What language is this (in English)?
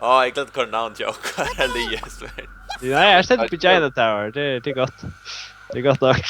Faroese